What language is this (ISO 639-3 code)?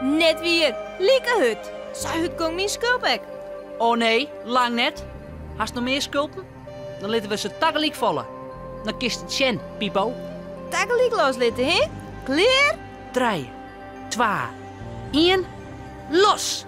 fry